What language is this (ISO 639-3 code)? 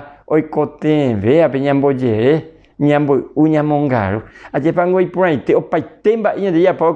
grn